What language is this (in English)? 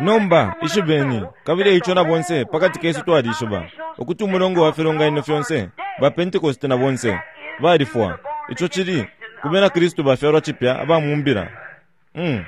Bemba